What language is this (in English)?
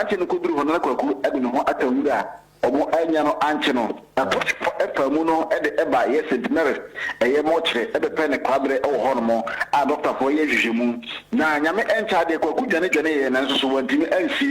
Akan